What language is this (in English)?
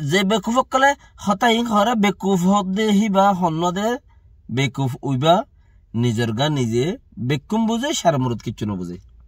Rohingya